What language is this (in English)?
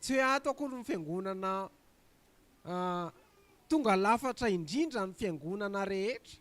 Malagasy